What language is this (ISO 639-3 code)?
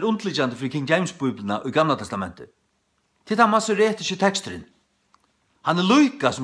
fao